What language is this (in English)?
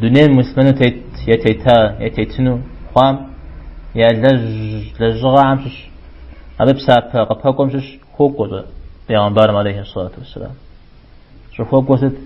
Kabardian